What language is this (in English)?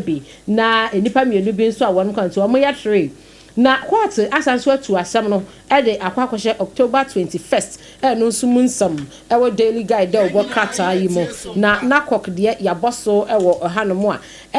Akan